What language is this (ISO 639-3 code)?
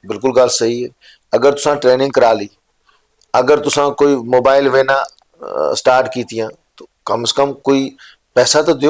doi